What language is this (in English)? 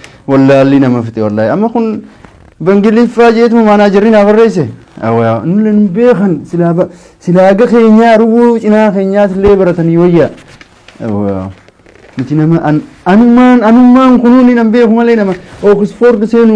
Oromo